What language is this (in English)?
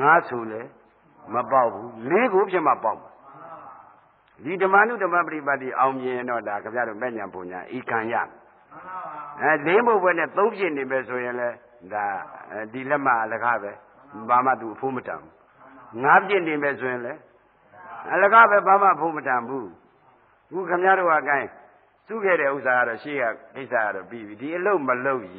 Burmese